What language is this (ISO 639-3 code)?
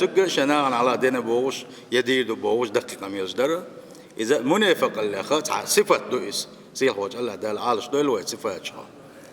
che